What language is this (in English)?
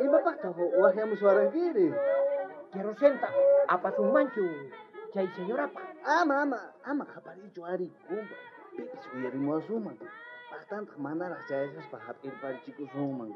South Bolivian Quechua